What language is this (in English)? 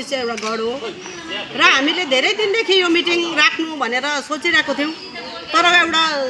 Nepali